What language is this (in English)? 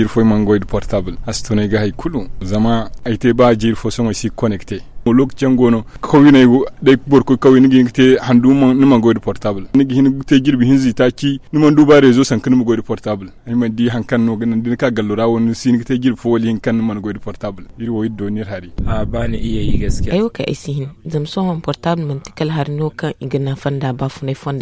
Zarma